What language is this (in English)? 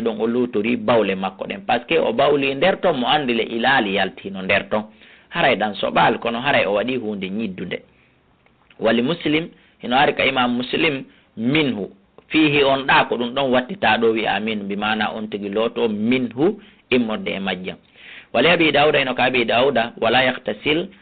Fula